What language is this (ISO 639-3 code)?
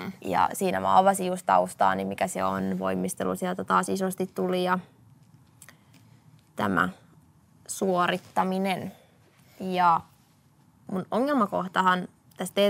fin